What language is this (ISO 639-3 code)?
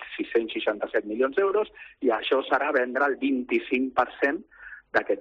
cat